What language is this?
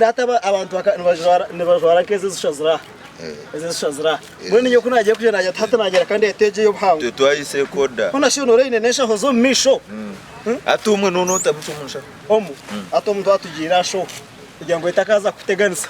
Nyankole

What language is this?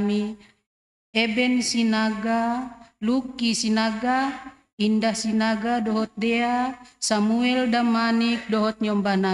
Batak Simalungun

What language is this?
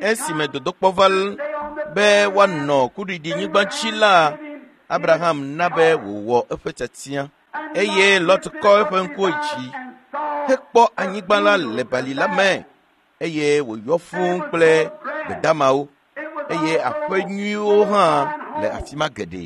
Ewe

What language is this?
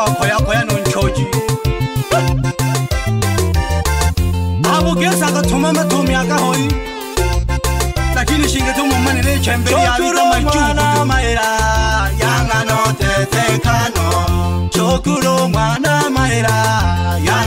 Swahili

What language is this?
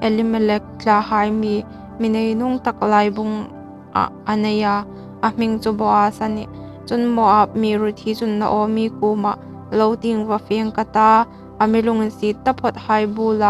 Hmar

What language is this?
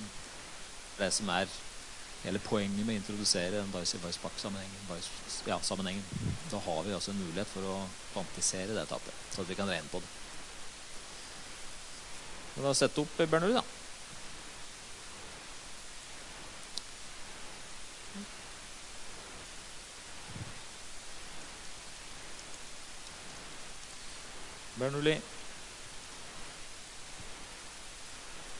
Norwegian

